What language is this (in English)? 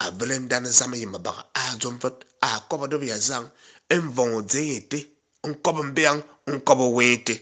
Fang